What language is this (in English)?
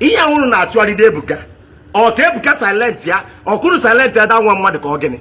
Igbo